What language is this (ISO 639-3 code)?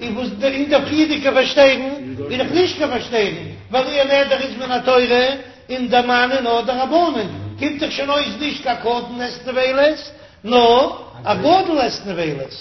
yid